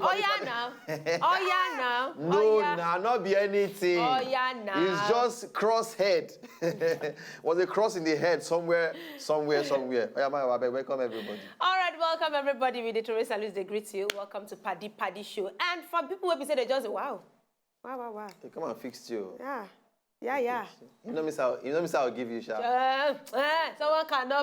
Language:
Nigerian Pidgin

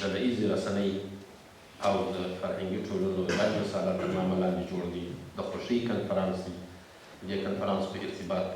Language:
Pashto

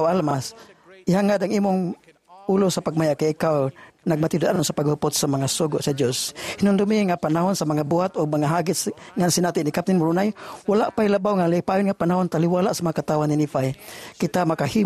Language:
Cebuano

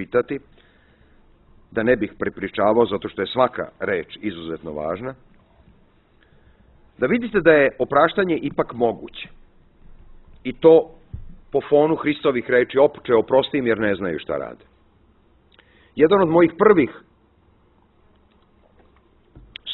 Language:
Serbian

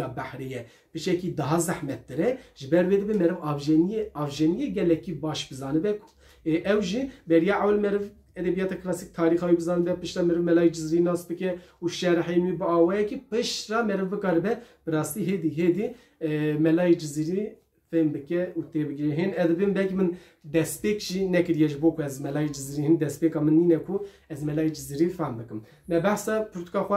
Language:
Kurdish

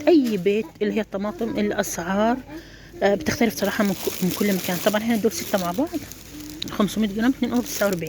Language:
Egyptian Arabic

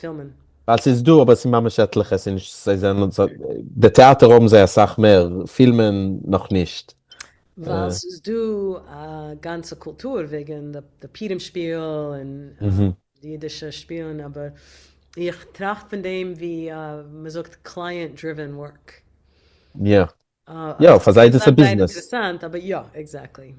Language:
Yiddish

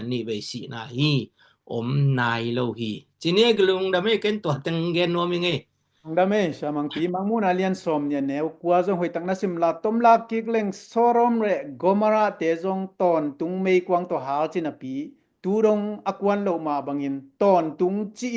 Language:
Tedim Chin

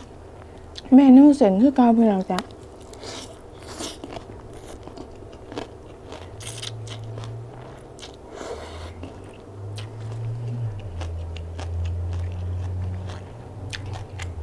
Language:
Thai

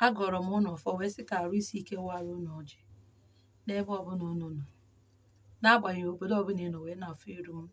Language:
Igbo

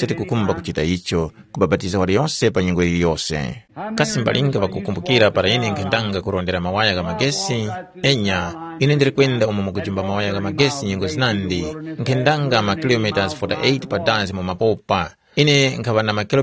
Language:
Tumbuka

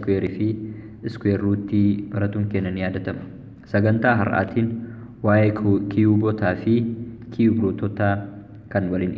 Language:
Oromo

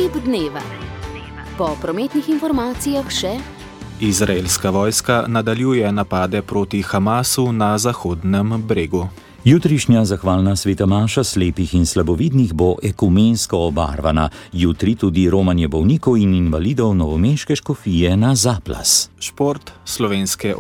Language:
Slovenian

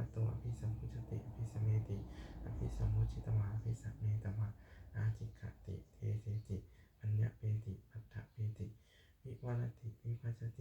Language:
Pali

